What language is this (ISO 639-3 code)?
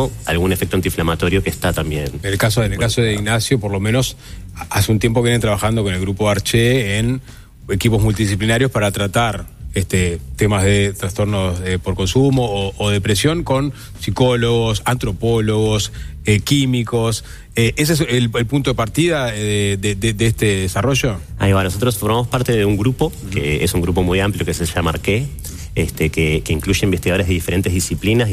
spa